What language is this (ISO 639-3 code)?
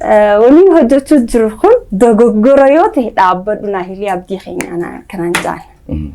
orm